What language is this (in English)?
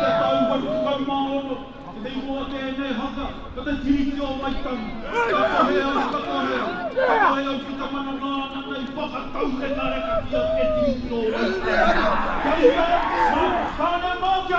Māori